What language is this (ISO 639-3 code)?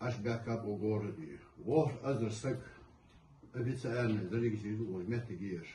inh